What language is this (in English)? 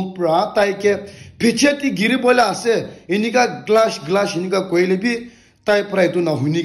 Naga Pidgin